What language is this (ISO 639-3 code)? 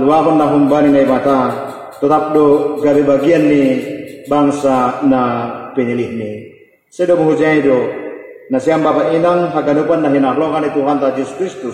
bts